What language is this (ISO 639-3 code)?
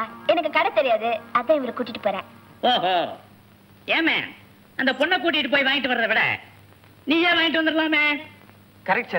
tam